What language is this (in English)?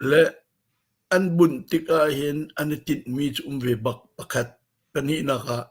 Hakha Chin